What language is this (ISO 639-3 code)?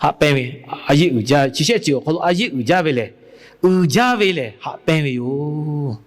lhu